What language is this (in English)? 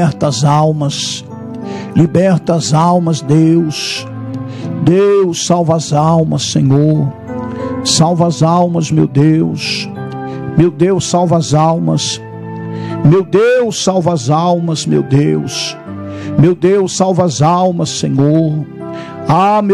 Portuguese